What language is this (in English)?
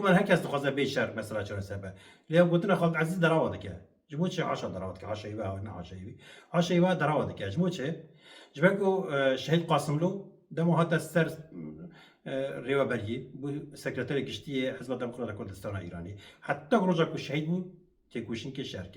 Kurdish